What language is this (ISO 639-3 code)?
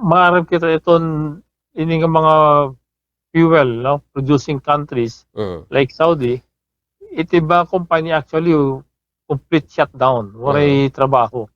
war